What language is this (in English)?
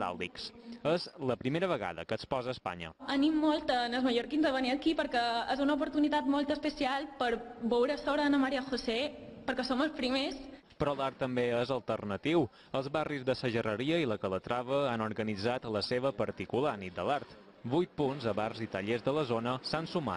Catalan